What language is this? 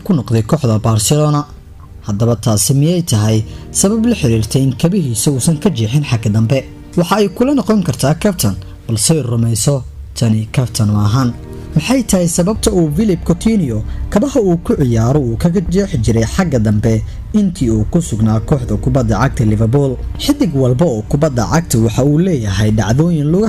Somali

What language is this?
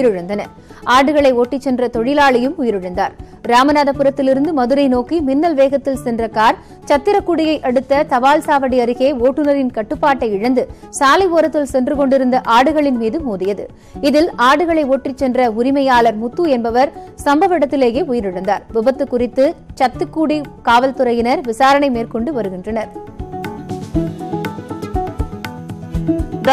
Tamil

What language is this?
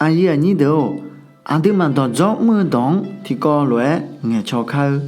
Akha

